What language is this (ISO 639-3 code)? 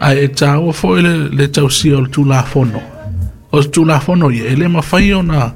smo